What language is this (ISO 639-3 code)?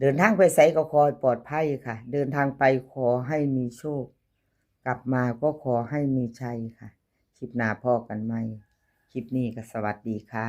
tts